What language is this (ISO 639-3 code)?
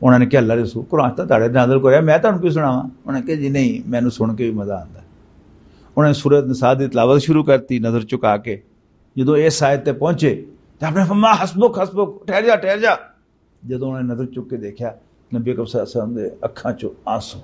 lah